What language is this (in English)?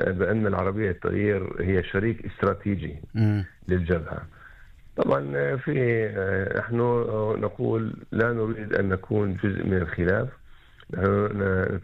Arabic